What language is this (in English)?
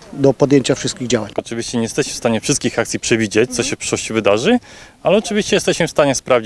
Polish